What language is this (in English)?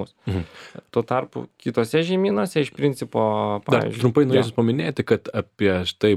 Lithuanian